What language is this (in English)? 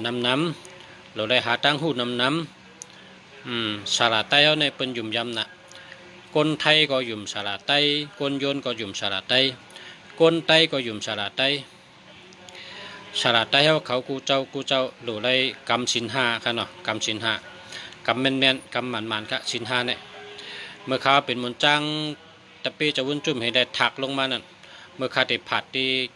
Shan